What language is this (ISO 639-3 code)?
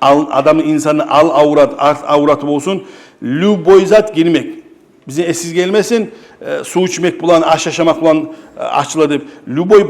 kum